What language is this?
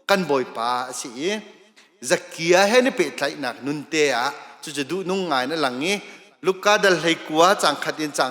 Hakha Chin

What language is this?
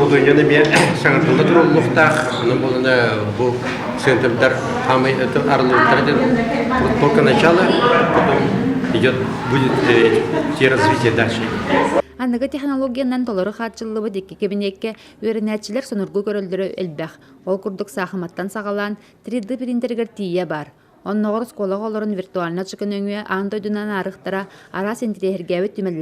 Yakut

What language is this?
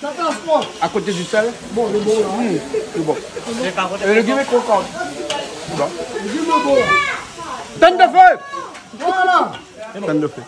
Réunion Creole French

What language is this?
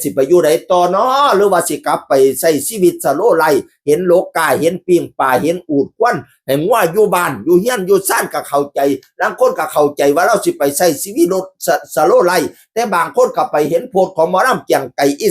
Northeastern Thai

